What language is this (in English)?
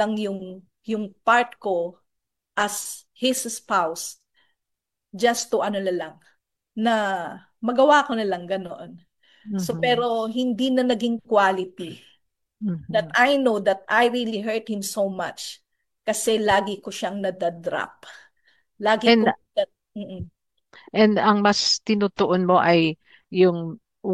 Filipino